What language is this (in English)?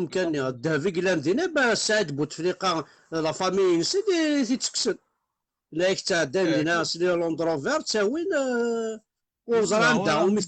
Kabyle